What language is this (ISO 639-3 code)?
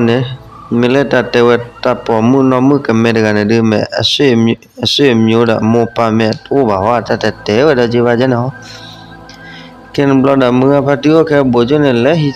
ksw